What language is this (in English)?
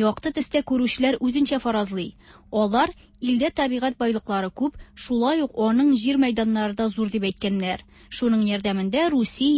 Tatar